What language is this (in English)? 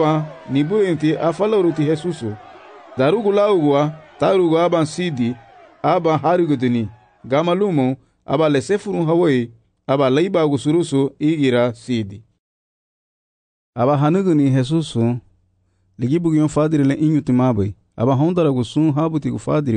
Garifuna